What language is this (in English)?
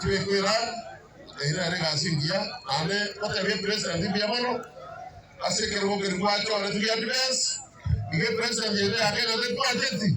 Gusii